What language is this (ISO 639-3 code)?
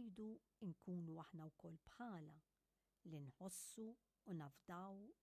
mlt